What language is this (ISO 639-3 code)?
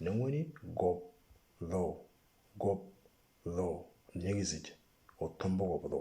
mor